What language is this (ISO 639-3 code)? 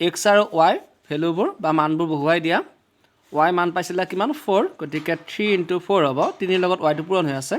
asm